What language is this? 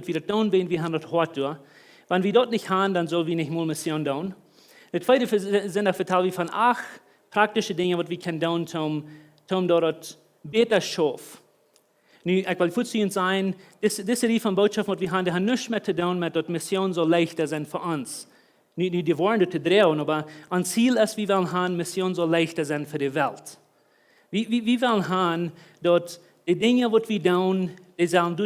Plautdietsch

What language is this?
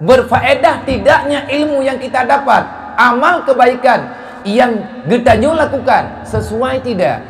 Achinese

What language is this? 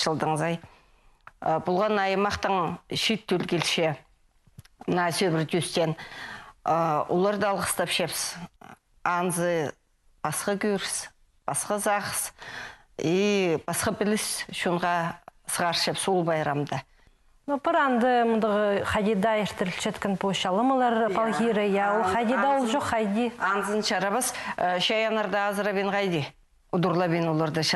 Khakas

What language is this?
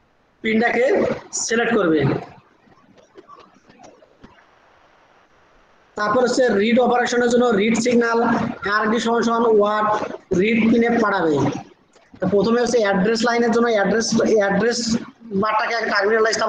Bangla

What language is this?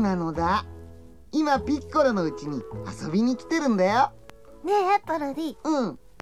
Japanese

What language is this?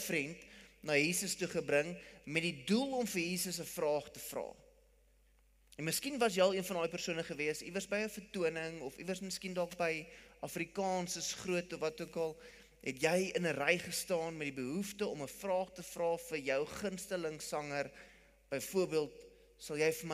Afrikaans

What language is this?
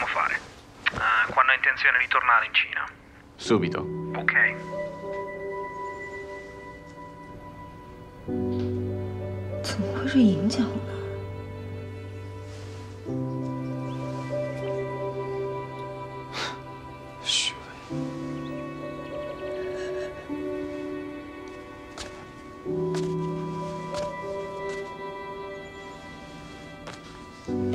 Chinese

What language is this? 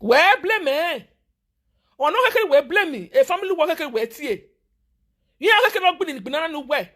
Nigerian Pidgin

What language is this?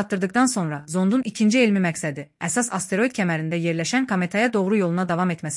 Azerbaijani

